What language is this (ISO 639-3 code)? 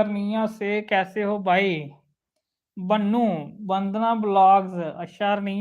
doi